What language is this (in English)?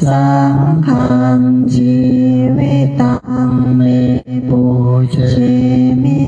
Pali